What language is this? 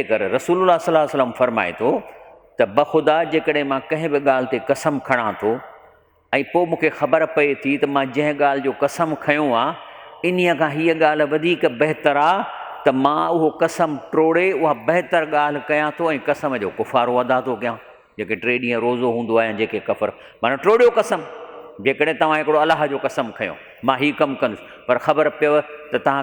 Sindhi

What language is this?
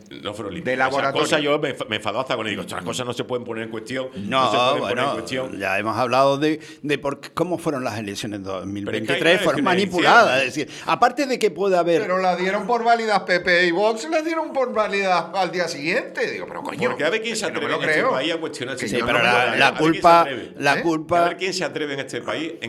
Spanish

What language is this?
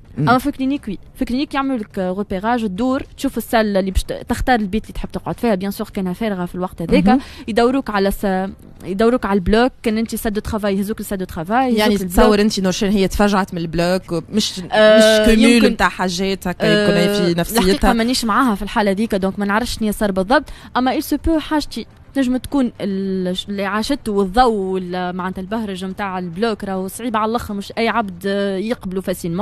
Tunisian Arabic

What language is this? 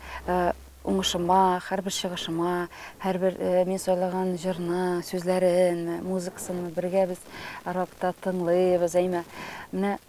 Tatar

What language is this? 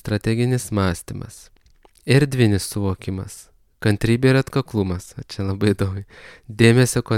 Lithuanian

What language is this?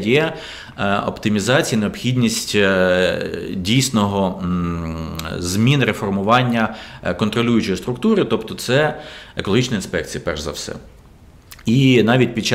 Ukrainian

